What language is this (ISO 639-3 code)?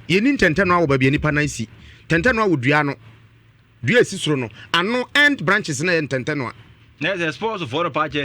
aka